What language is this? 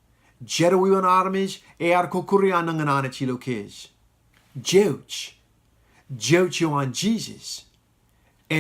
Marshallese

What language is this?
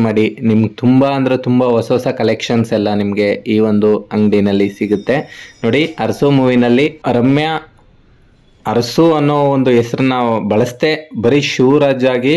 Kannada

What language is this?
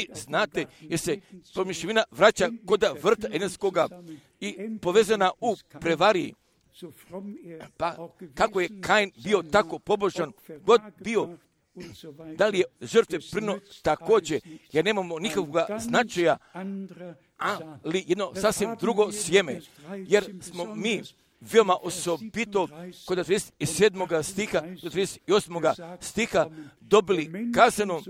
Croatian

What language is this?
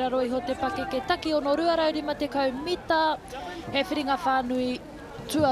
Māori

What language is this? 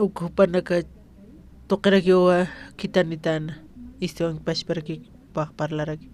Aymara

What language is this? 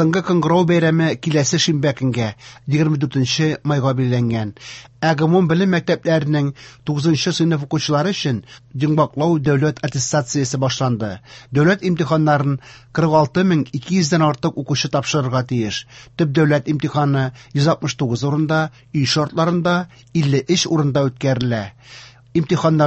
Tatar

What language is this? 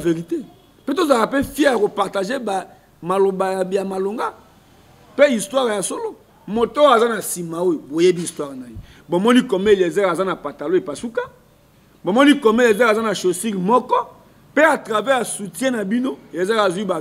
Lingala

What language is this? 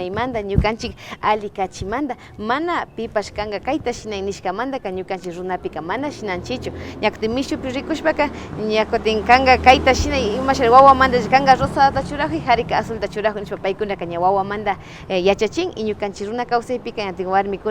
Imbabura Highland Quichua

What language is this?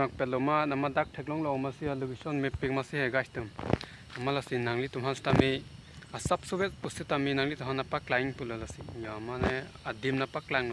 Karbi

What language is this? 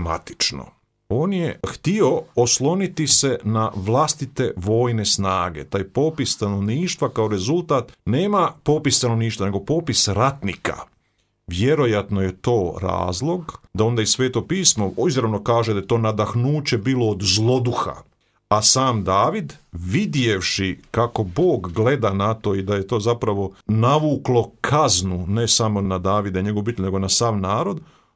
Croatian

